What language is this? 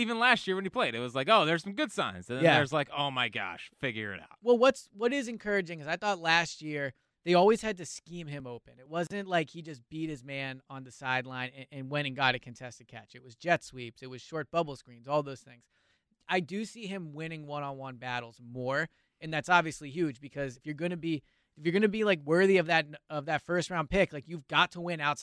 English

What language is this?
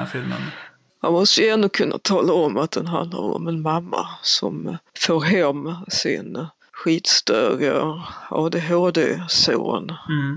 Swedish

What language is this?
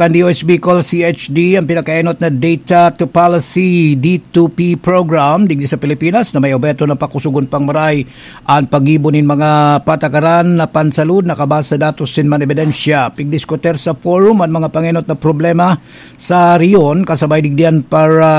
Bikol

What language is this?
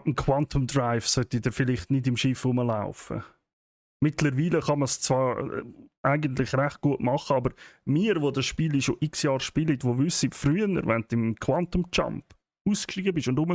Swiss German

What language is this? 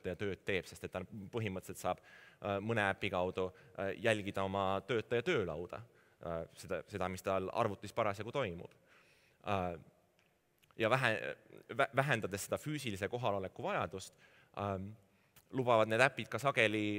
Estonian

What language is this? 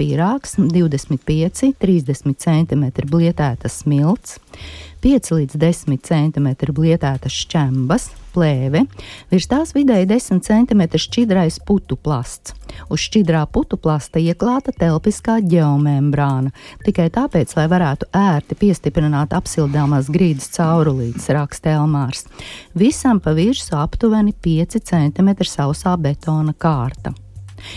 Latvian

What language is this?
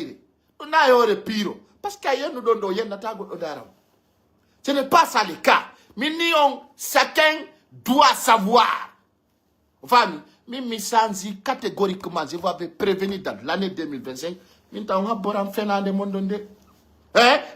Pular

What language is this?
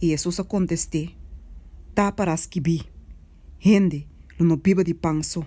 Papiamento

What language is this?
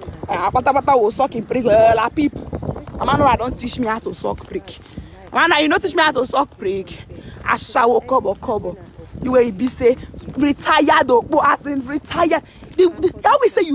Nigerian Pidgin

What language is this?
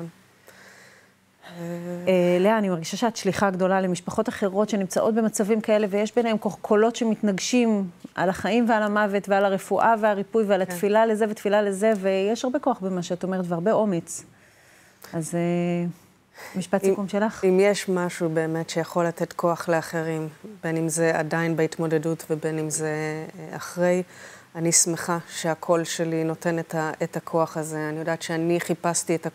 Hebrew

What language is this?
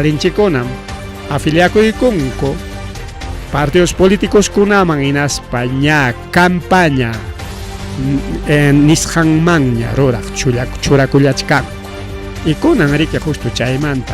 Ayacucho Quechua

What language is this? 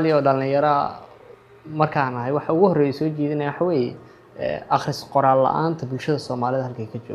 Somali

